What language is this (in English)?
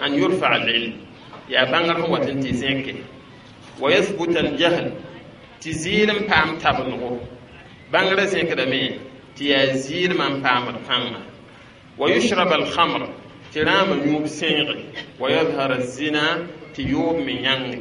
Mossi